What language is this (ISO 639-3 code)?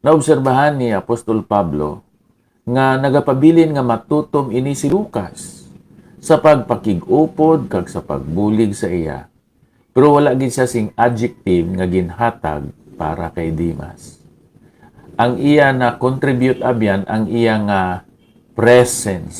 hil